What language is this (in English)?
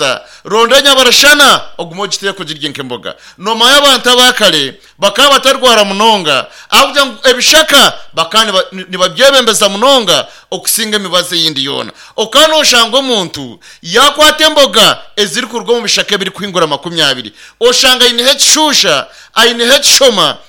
Nyankole